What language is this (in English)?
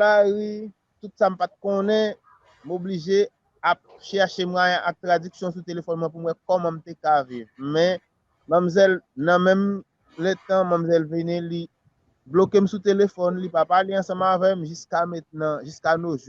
Haitian Creole